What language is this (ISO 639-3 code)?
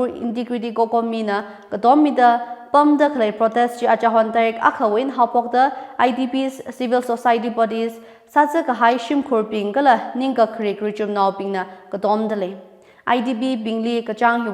nmf